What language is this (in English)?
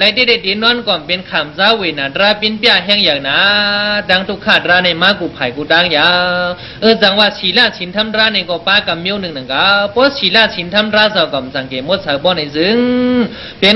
Shan